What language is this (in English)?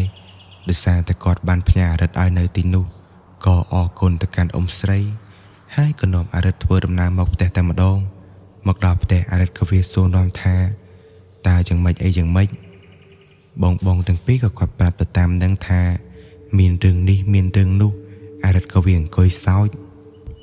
Khmer